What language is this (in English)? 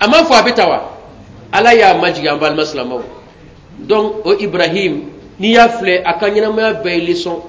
Bambara